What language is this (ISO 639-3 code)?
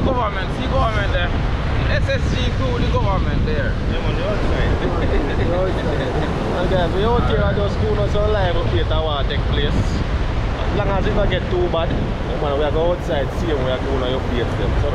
jam